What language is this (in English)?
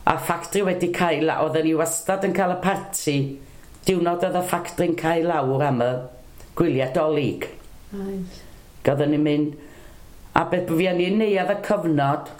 Welsh